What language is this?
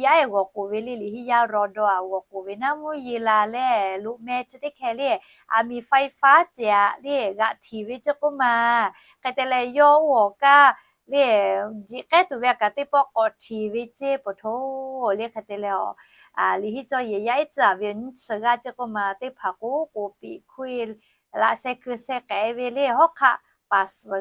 Lahu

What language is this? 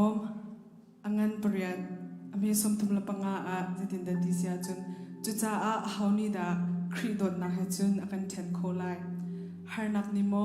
Hakha Chin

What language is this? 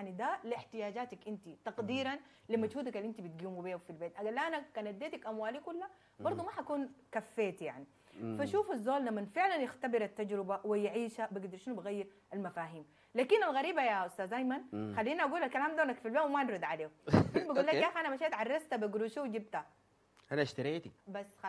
Sudanese Arabic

